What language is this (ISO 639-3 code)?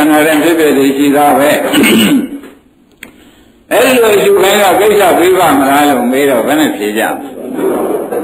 mya